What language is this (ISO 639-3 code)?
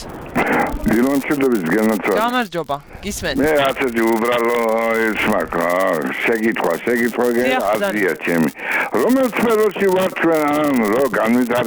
kat